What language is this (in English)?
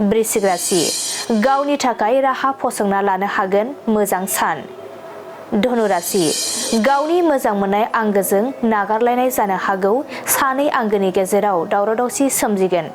Bodo